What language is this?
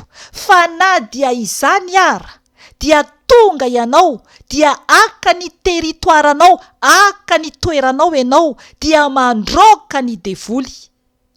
Malagasy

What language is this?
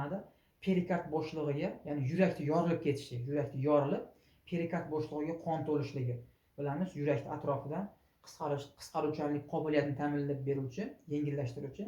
Uzbek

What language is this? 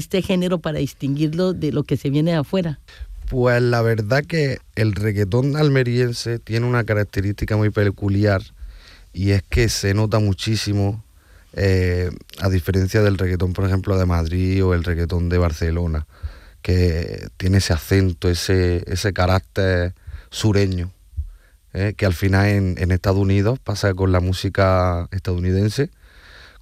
Spanish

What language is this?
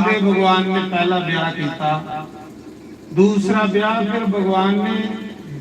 Dogri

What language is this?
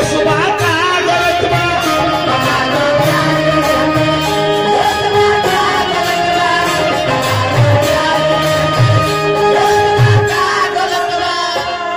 Bhojpuri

